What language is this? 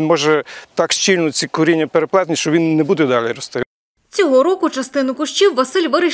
Ukrainian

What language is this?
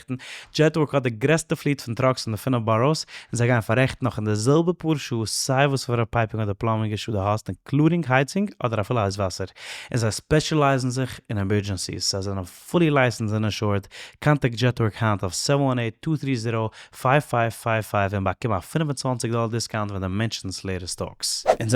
Yiddish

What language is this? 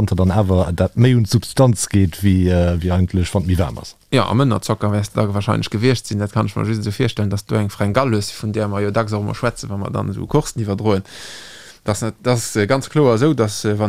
Luxembourgish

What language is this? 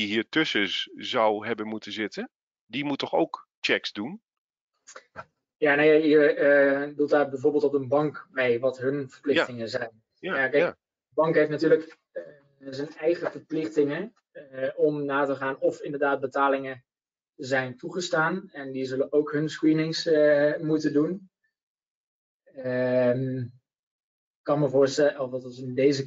Dutch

